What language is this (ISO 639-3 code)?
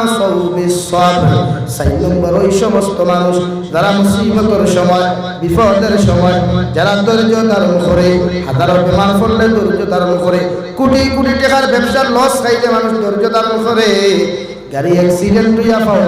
syl